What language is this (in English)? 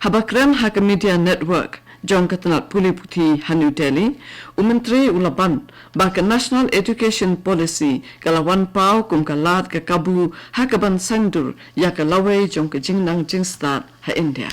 Khasi